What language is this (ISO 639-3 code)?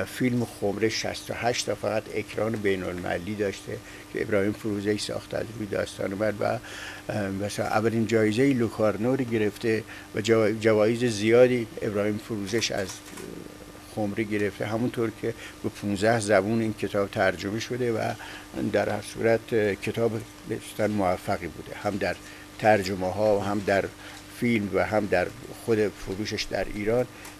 fas